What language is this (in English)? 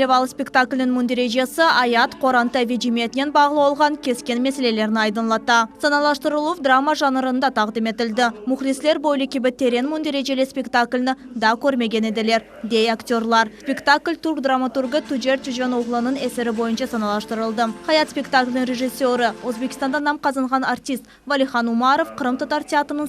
Crimean Tatar